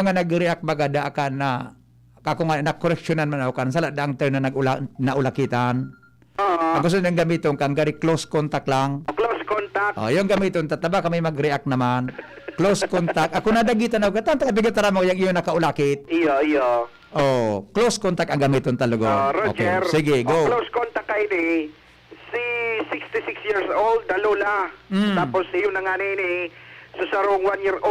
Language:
Bikol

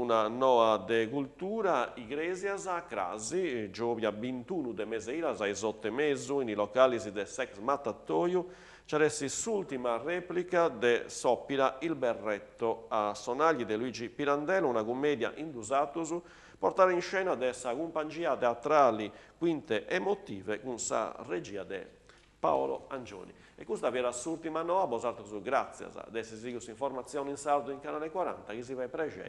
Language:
Sardinian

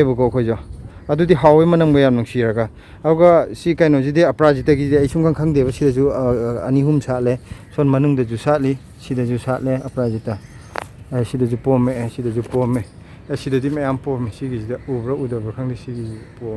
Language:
Manipuri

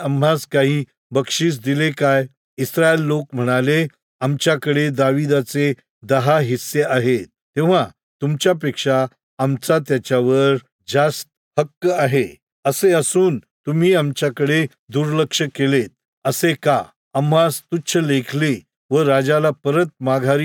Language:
Marathi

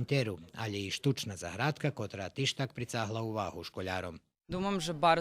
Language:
Rusyn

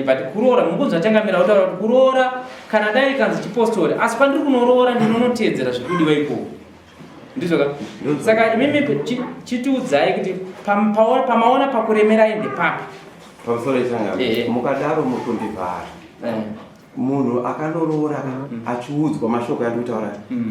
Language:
Shona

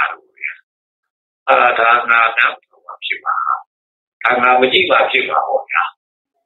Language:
Burmese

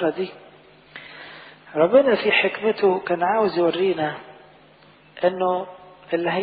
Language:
Egyptian Arabic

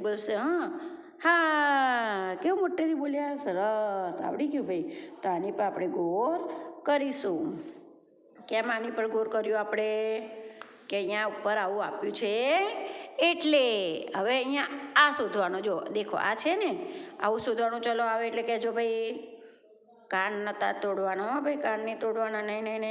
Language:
Gujarati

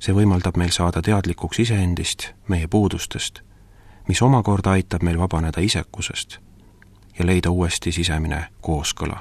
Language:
Estonian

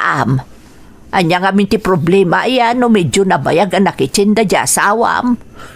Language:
Iloko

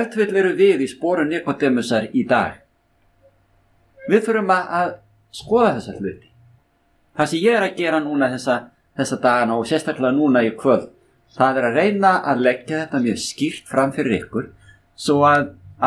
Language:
Icelandic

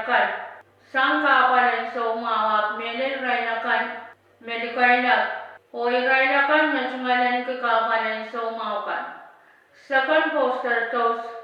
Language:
Pohnpeian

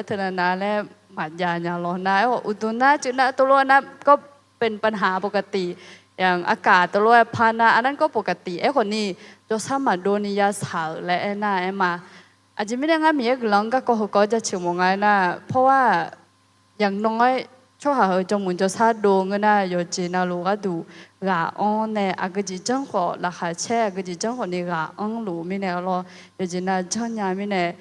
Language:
Akha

